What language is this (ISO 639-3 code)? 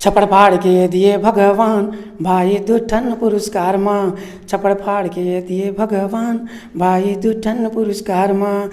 hne